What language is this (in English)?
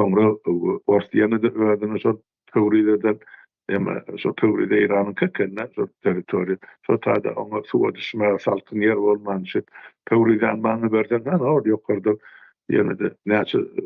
Turkmen